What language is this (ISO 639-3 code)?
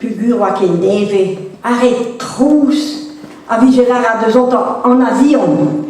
bre